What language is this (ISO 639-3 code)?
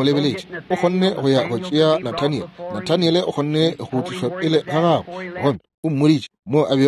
nso